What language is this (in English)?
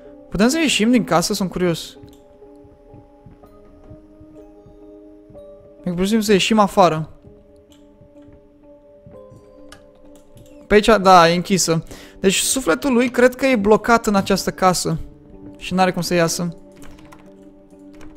Romanian